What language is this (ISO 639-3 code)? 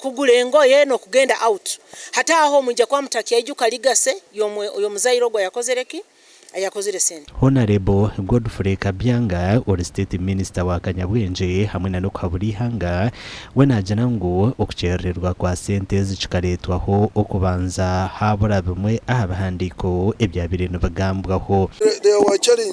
nyn